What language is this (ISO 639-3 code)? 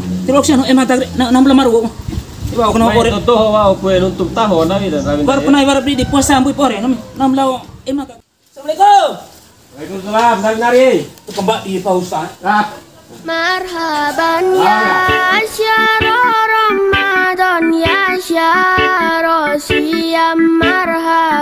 bhp